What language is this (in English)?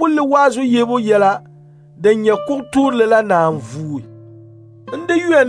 Dagbani